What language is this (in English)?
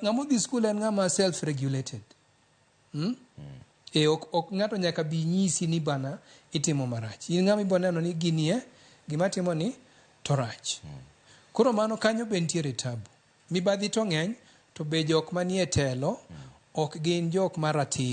Luo (Kenya and Tanzania)